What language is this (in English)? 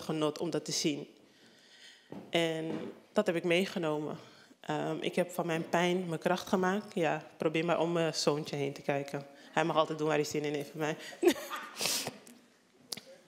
Dutch